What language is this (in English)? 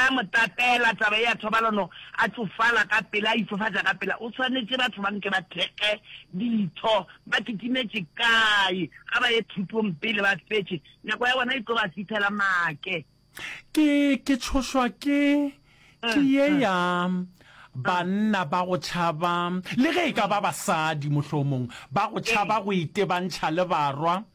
Northern Sotho